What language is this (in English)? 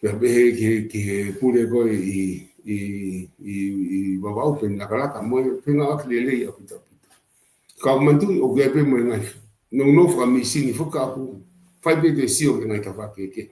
Tongan